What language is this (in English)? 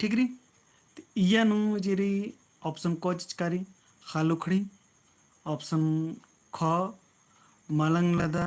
Kurukh